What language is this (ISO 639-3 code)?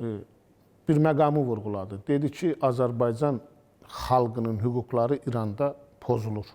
aze